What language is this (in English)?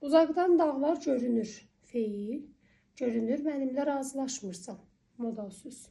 Azerbaijani